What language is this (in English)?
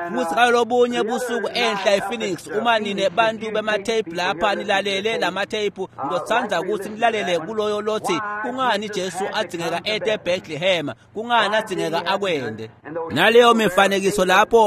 Swati